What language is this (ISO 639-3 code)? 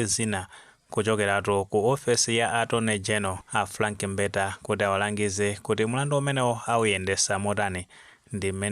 nya